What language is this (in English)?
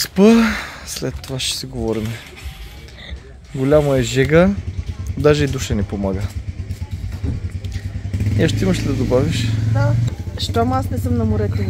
Bulgarian